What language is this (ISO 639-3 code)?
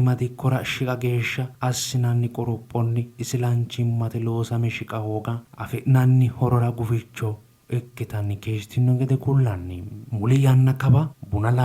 sid